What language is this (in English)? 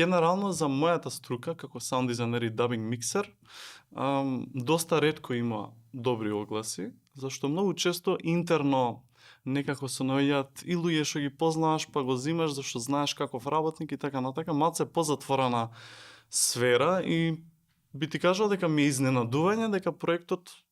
Macedonian